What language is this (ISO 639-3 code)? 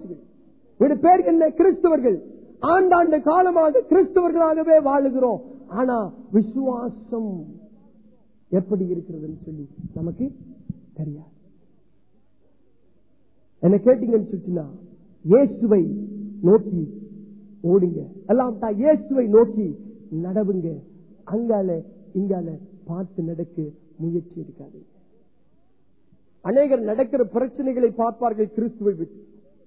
tam